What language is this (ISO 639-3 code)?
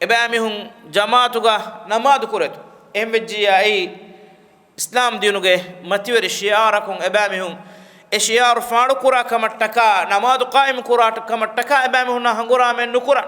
div